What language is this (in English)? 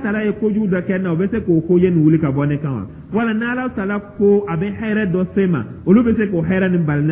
Dyula